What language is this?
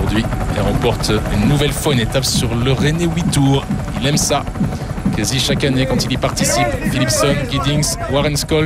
French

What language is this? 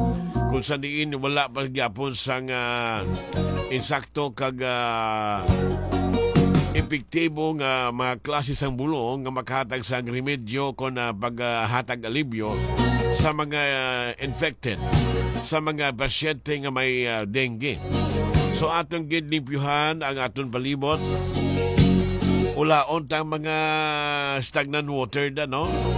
Hiligaynon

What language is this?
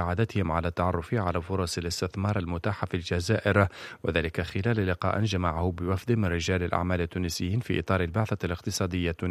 Tunisian Arabic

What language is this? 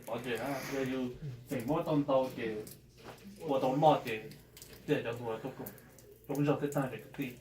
Hmong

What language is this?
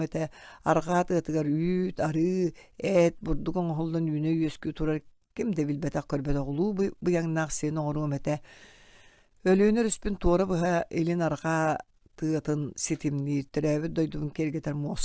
Yakut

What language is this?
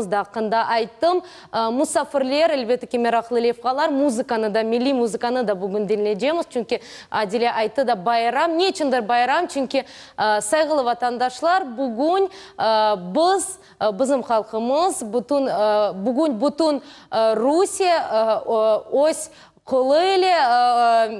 Crimean Tatar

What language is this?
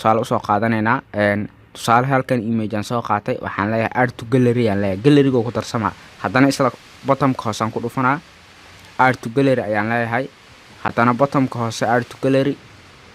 Somali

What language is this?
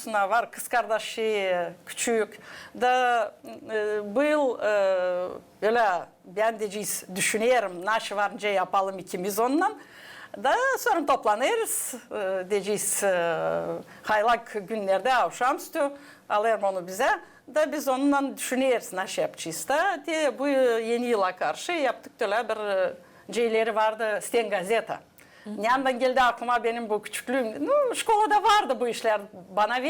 Gagauz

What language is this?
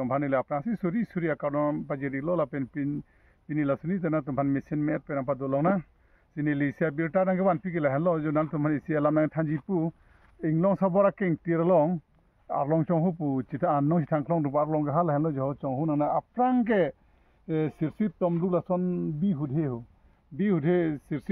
Karbi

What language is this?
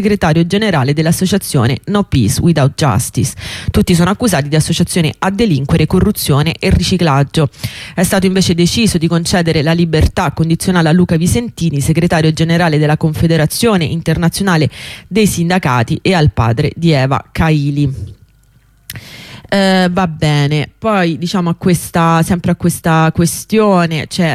Italian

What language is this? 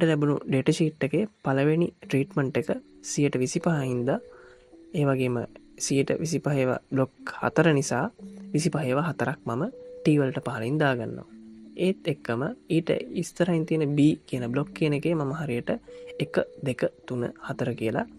Sinhala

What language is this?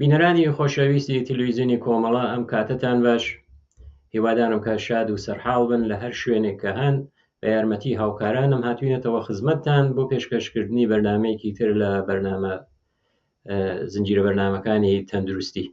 Central Kurdish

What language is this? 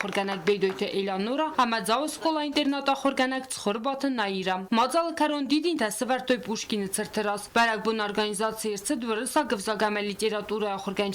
Ossetic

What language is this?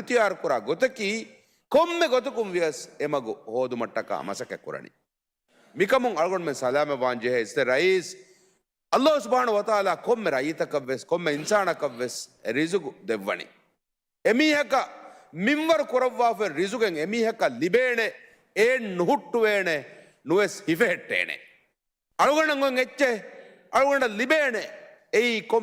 Divehi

